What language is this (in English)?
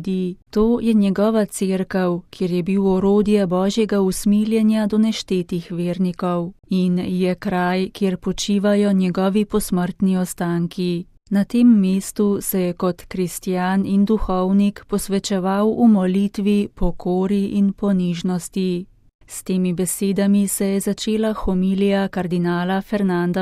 Slovenian